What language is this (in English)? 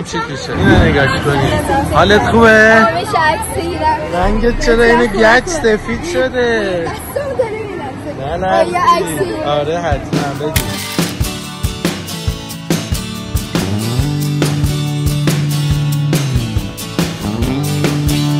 Persian